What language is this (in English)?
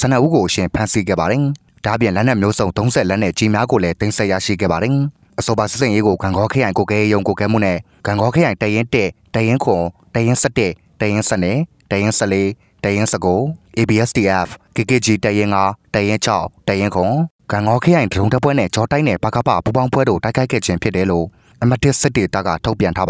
Burmese